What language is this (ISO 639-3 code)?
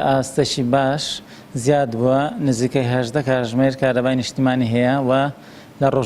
ckb